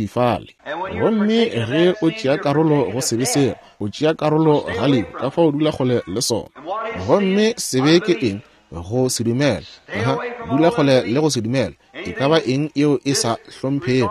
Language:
Northern Sotho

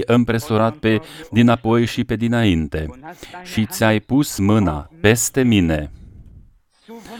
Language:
Romanian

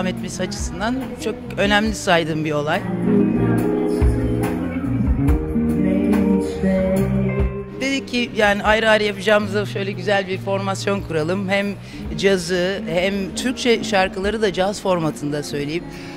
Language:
Turkish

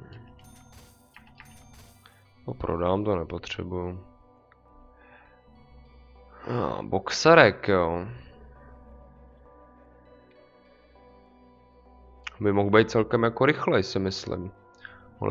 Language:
Czech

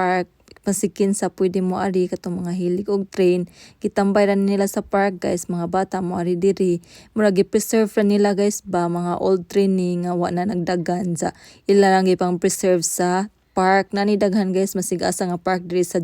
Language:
Cebuano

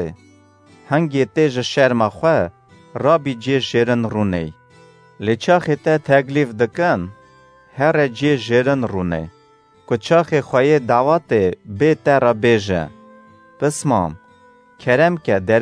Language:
Kurdish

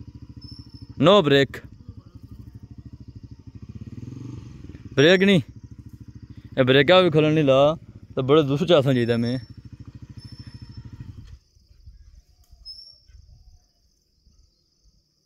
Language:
Hindi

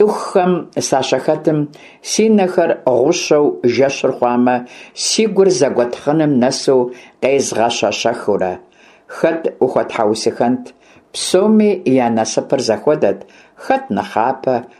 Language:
Kabardian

